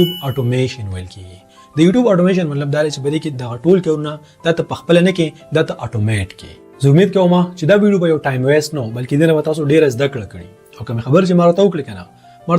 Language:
Pashto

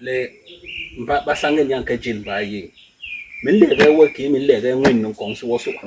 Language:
Basaa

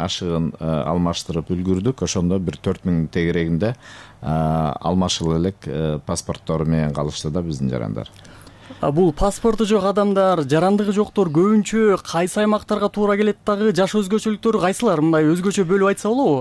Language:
Kyrgyz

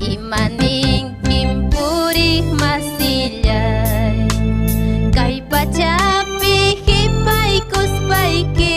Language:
Ayacucho Quechua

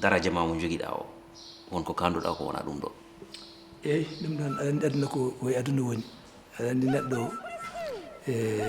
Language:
Fula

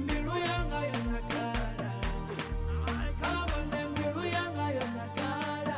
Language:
Venda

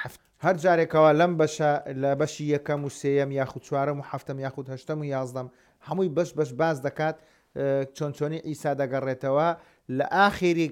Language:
Central Kurdish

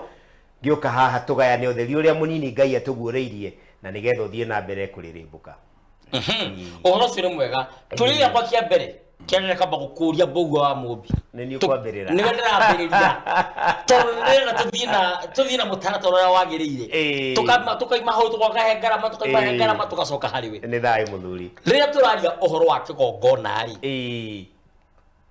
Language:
Kikuyu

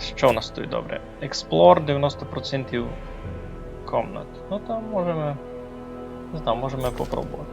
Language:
Rusyn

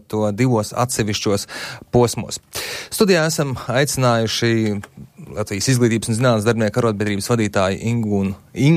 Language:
Latvian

